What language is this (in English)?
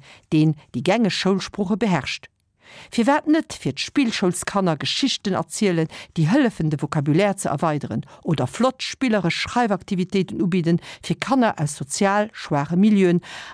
Luxembourgish